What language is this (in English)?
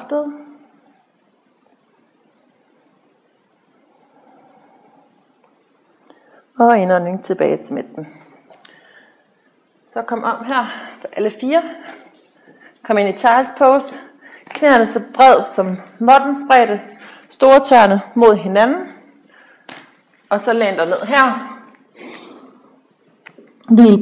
Danish